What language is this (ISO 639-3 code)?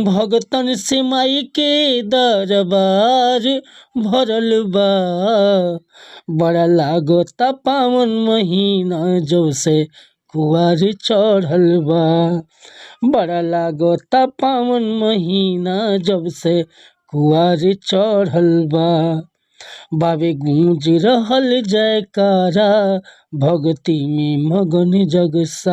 bho